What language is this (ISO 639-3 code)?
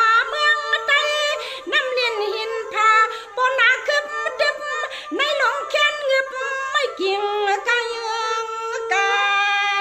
shn